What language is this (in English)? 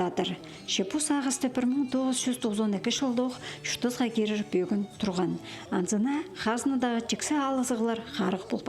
Khakas